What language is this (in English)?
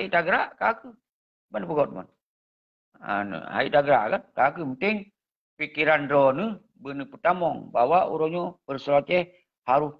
Achinese